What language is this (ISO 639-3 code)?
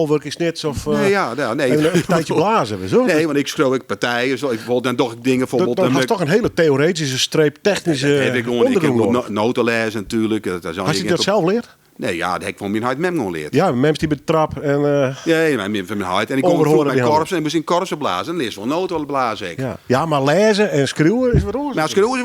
fry